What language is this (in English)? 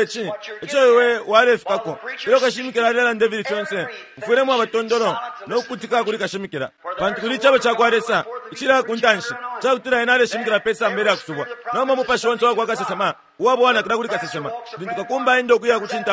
Bemba